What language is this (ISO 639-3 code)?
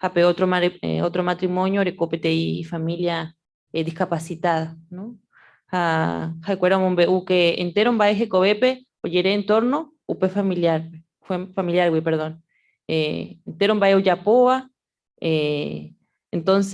grn